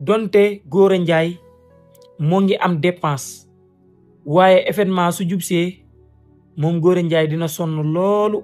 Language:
Wolof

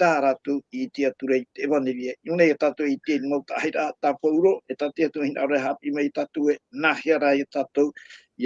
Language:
Tahitian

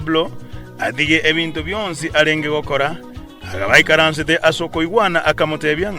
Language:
Gusii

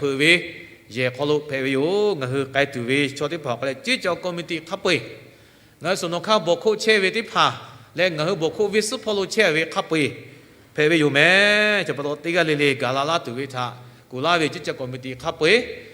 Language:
Lahu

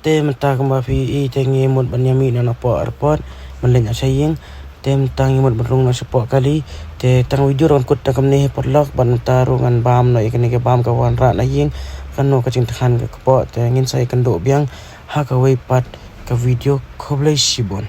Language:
Khasi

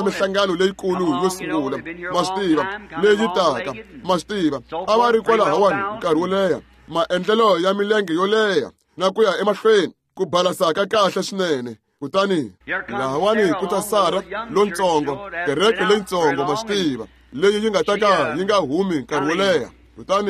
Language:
Tsonga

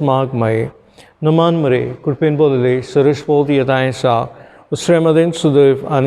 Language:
Konkani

